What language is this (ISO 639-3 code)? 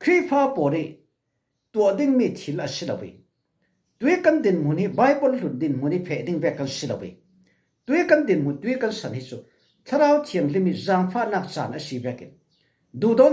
cfm